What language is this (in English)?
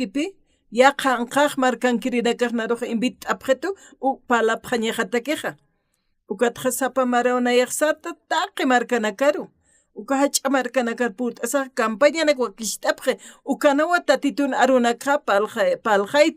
Aymara